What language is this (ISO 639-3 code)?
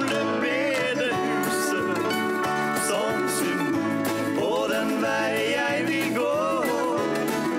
nor